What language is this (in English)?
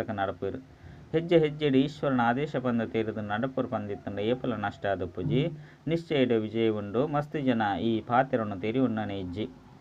Tulu